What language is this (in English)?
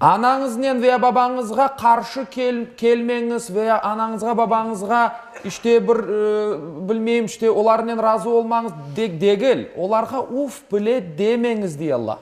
Crimean Tatar